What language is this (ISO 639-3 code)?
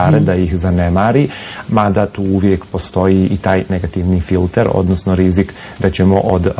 bos